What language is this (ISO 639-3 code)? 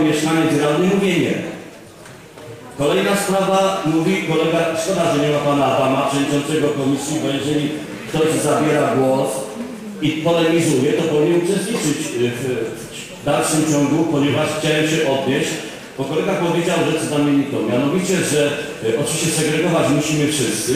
pol